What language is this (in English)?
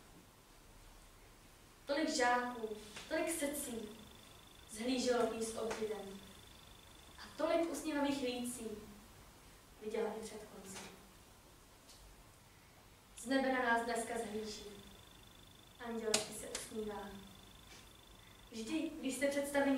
Czech